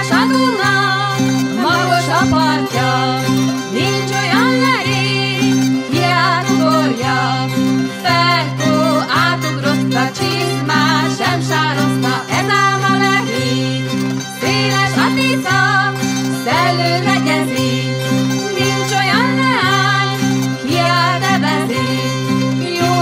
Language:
Hungarian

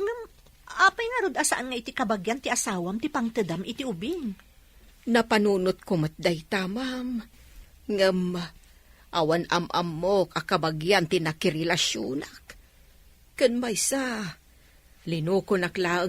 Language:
Iloko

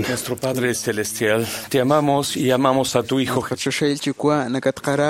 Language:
Kekchí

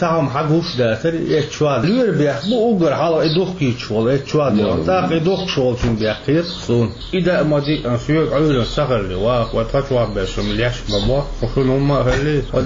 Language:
Chechen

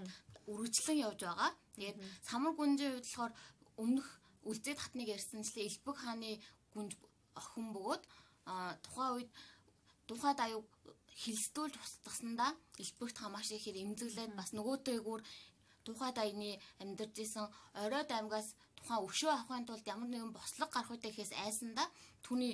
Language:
Mongolian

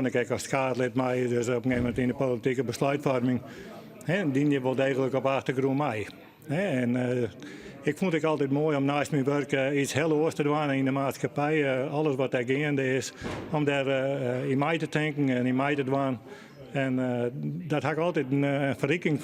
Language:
Western Frisian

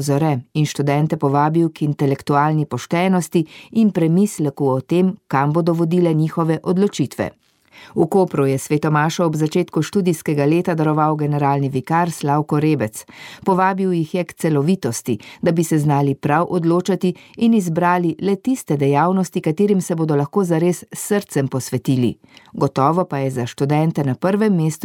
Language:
Slovenian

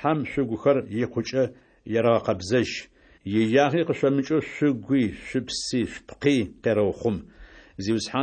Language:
Adyghe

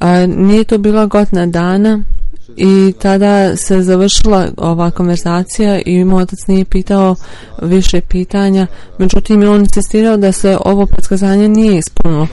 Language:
Bosnian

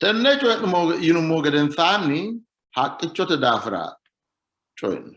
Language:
Sidamo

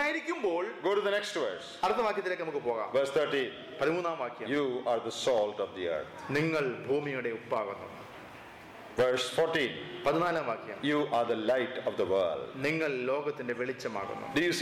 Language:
Malayalam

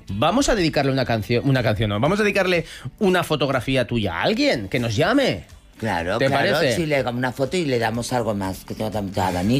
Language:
Spanish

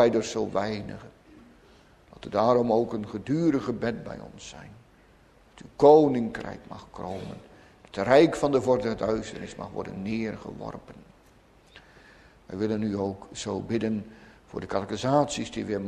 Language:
Dutch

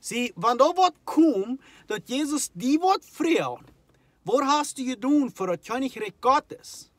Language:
Plautdietsch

